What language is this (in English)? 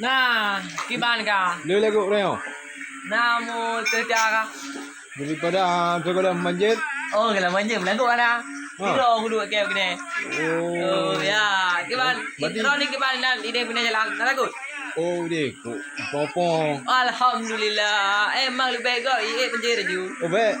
Achinese